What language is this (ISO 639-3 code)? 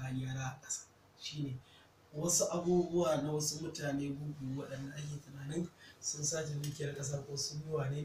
hau